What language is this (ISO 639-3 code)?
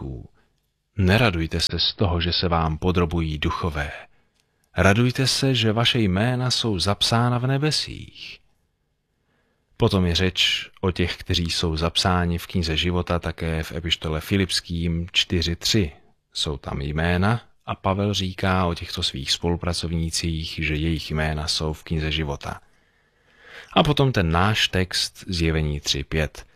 ces